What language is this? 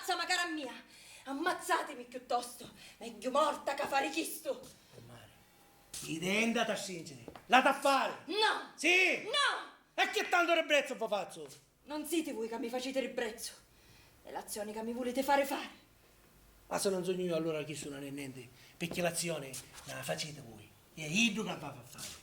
Sicilian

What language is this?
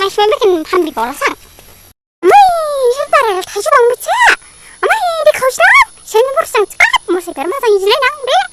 Dimasa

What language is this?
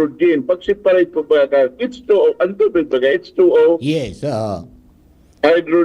Bikol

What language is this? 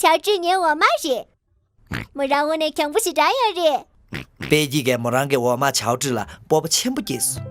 Tibetan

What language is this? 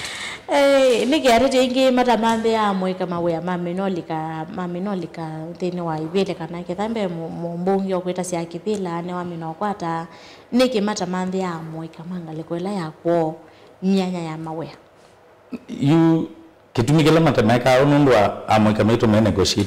Kamba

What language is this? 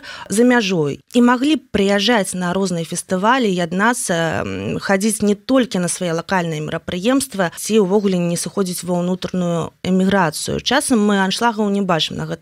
Belarusian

